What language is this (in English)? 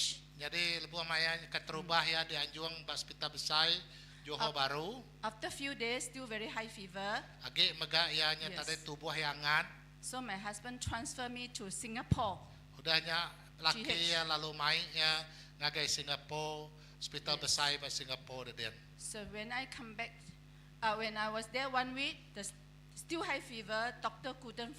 Iban